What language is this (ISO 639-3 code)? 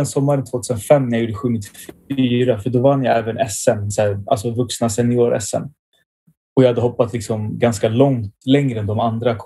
swe